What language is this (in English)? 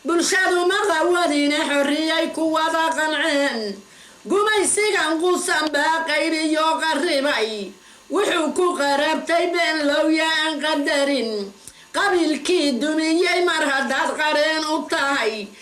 Somali